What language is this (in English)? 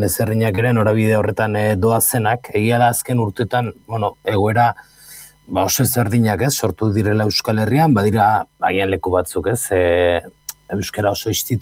Basque